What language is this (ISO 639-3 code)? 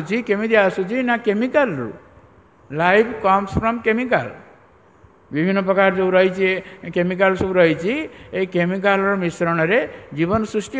ori